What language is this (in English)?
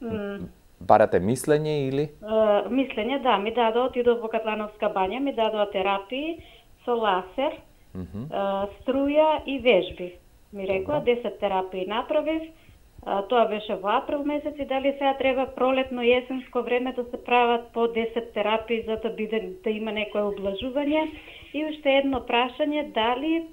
Macedonian